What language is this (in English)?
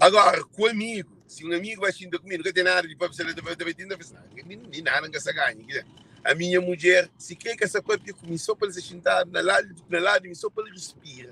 Kabuverdianu